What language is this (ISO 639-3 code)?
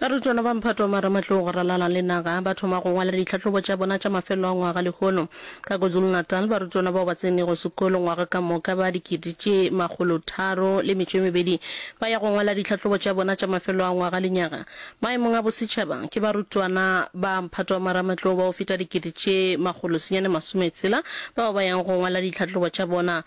nso